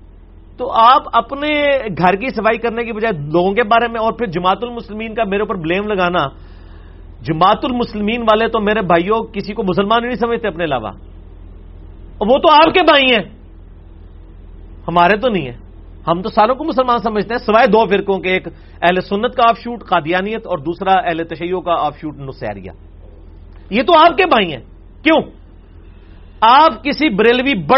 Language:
Urdu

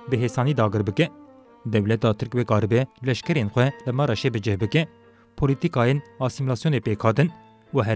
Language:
Kurdish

